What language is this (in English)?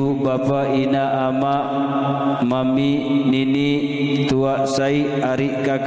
Sasak